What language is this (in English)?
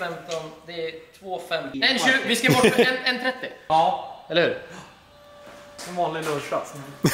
Swedish